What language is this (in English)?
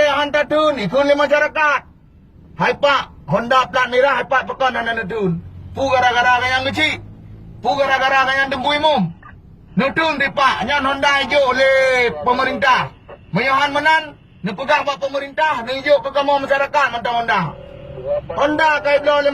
Achinese